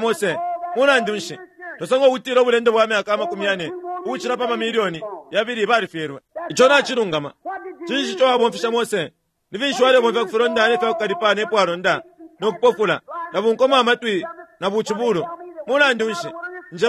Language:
Bemba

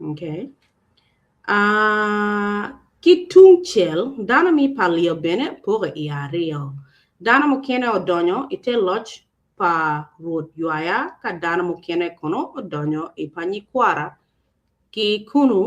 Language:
Acoli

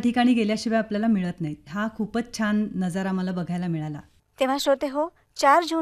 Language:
Marathi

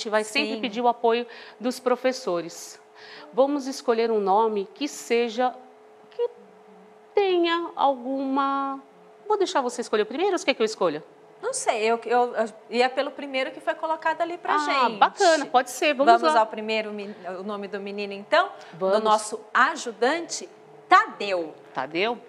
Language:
Portuguese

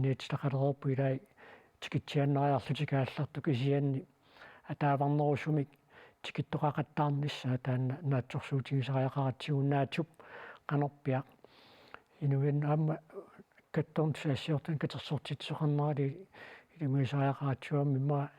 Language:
Kalaallisut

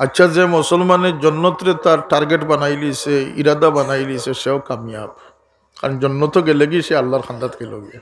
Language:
Sylheti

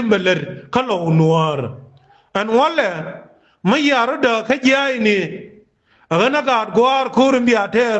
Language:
Nuer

